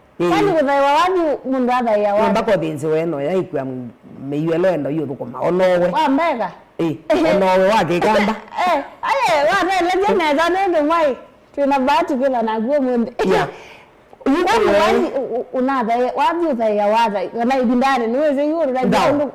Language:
Kamba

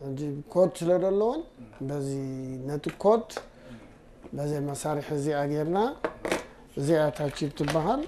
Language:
Tigrinya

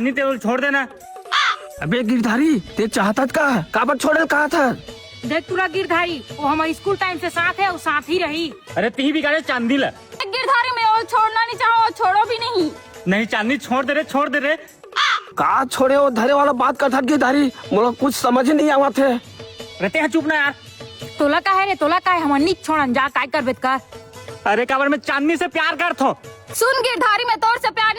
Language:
Chhattisgarhi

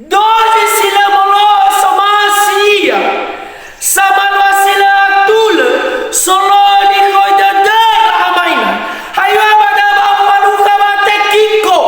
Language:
Nias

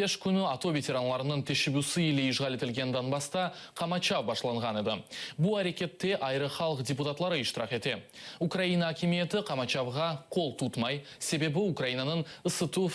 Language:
Crimean Tatar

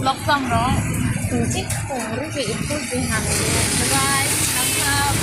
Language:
Karbi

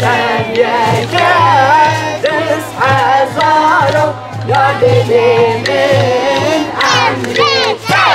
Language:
Kurdish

